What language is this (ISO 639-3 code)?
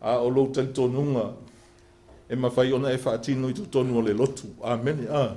smo